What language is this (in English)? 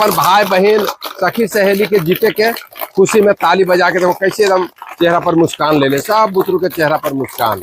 Magahi